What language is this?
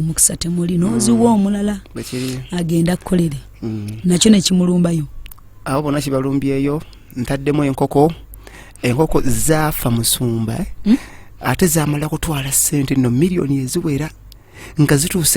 Ganda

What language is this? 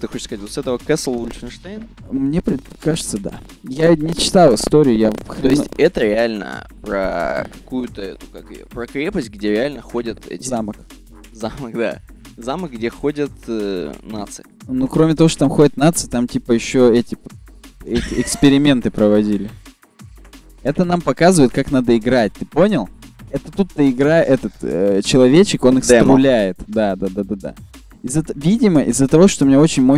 Russian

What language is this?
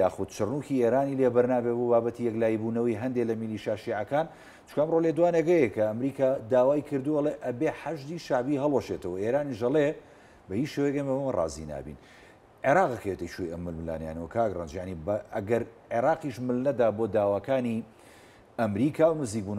Central Kurdish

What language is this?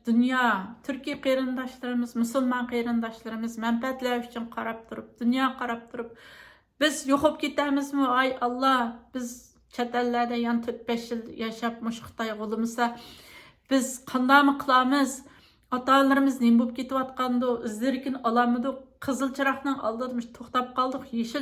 Uyghur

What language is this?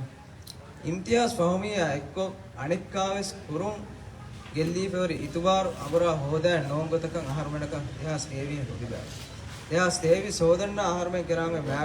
Divehi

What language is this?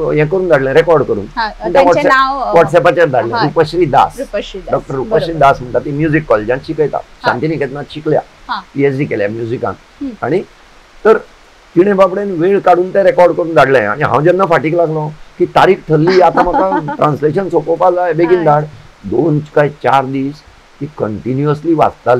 Konkani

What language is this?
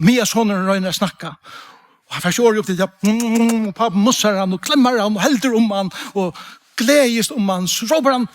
Faroese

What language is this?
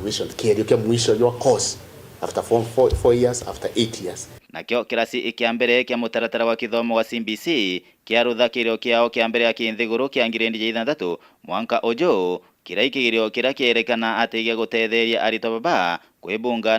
Meru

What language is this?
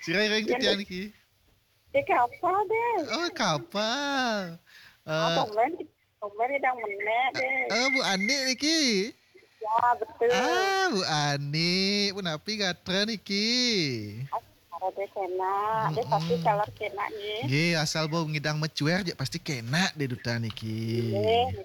Balinese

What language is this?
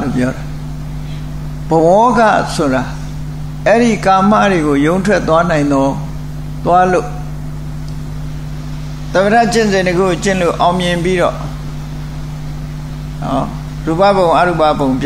Burmese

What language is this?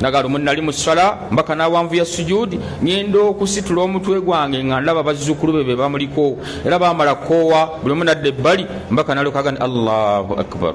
Ganda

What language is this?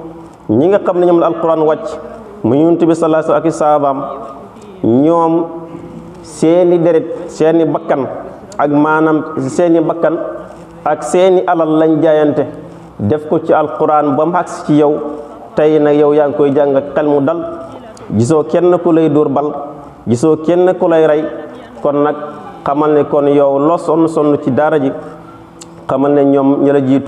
Wolof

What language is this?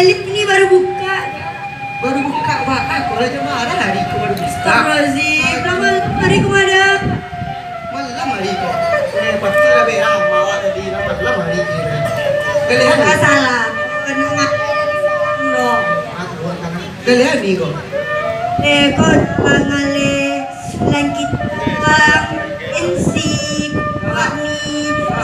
Minangkabau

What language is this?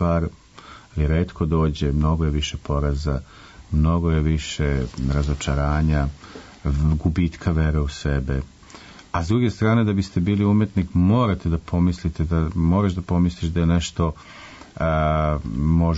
Serbian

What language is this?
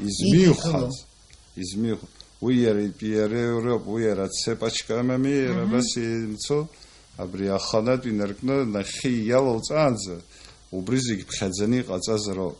Abkhazian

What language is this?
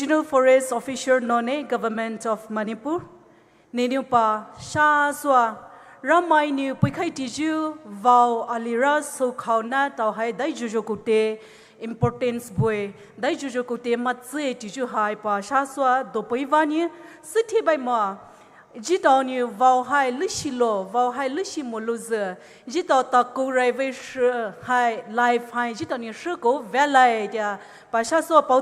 Poumei Naga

